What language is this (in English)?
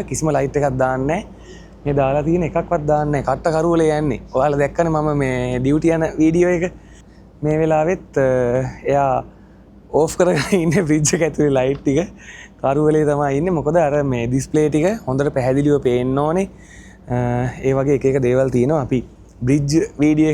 Sinhala